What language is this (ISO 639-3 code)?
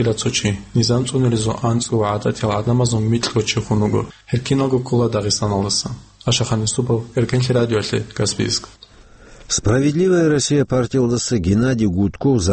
ava